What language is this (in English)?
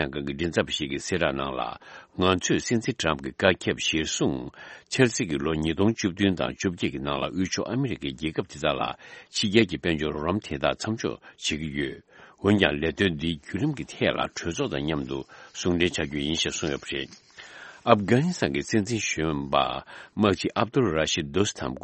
Tibetan